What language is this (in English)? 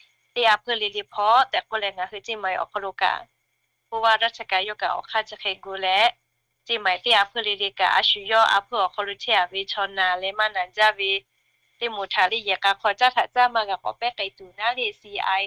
Lahu